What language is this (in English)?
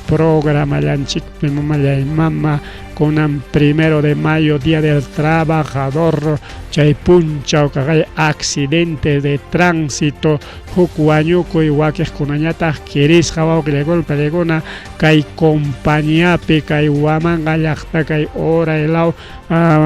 Ayacucho Quechua